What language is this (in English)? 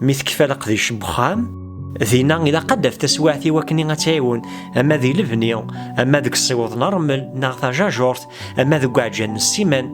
Kabyle